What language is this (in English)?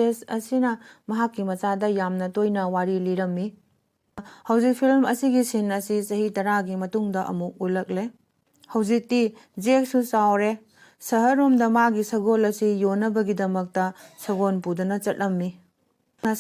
Manipuri